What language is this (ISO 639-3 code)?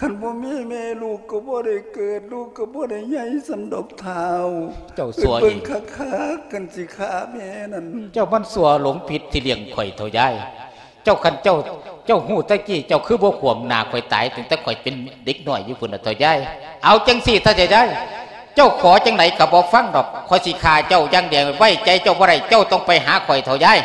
lao